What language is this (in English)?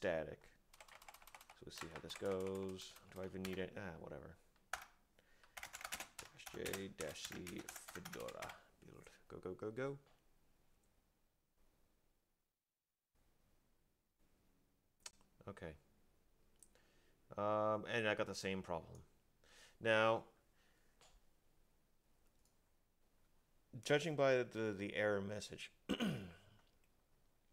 English